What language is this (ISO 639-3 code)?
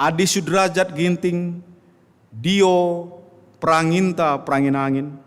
btx